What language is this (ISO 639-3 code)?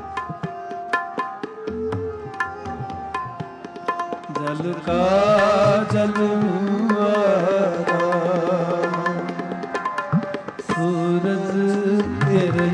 hin